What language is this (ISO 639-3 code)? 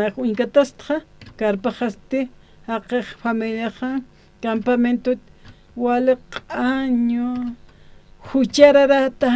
aym